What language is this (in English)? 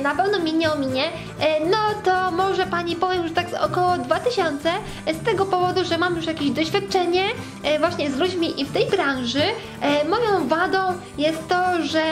Polish